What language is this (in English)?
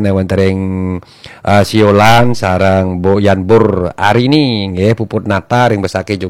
Balinese